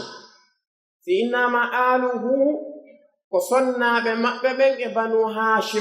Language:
Pular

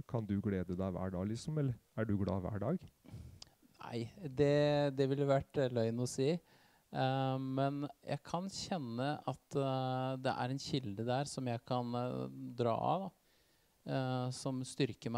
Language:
Norwegian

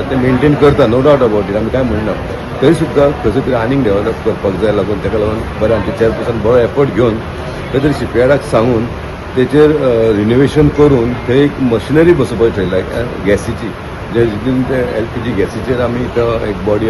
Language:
Konkani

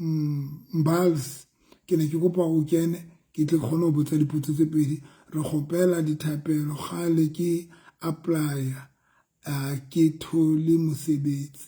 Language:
Southern Sotho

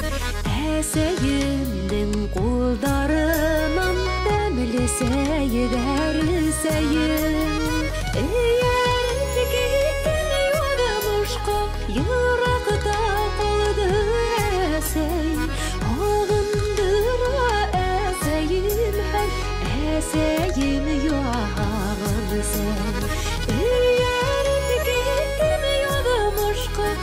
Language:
Bashkir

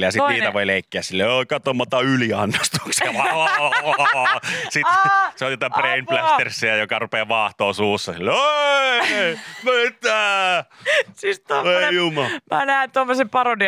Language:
Finnish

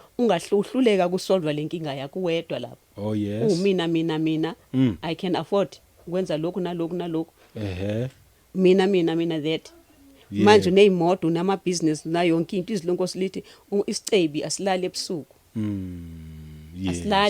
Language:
Zulu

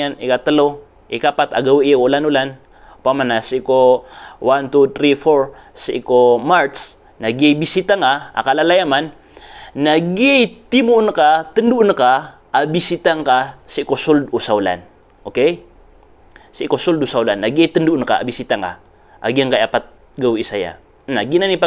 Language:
Maranao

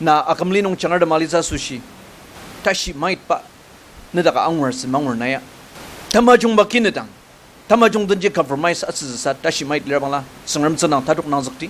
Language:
Ao Naga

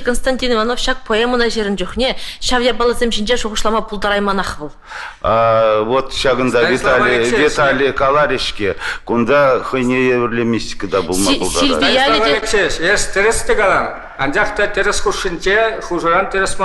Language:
Chuvash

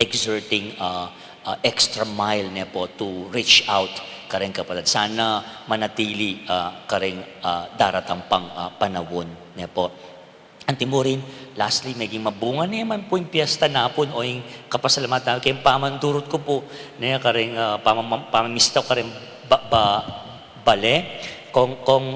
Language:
Pampanga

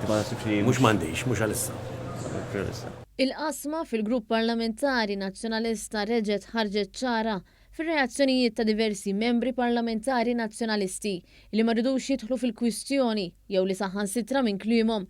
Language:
Maltese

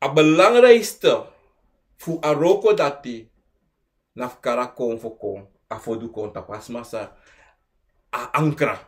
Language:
Sranan Tongo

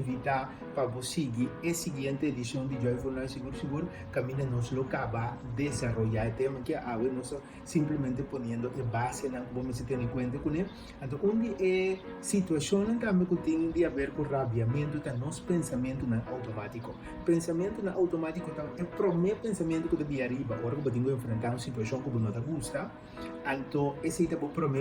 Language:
Papiamento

